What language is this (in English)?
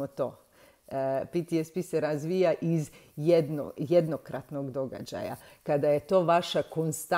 Croatian